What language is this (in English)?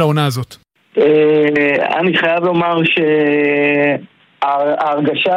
Hebrew